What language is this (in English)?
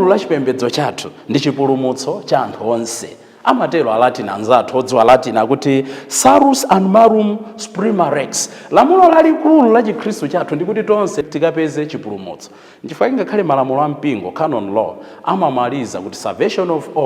Nyanja